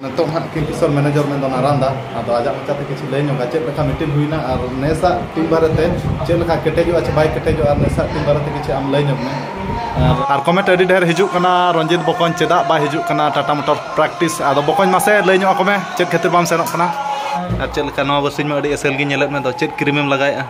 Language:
Santali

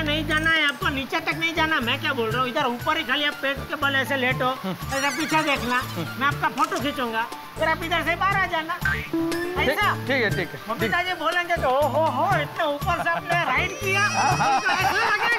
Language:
Hindi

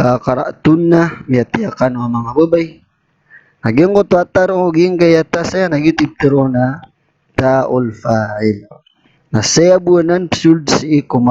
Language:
Maranao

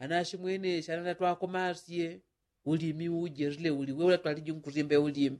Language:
Yao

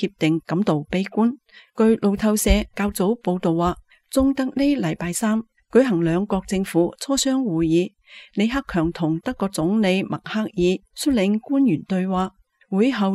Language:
Cantonese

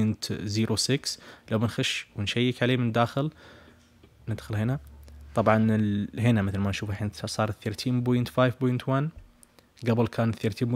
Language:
Najdi Arabic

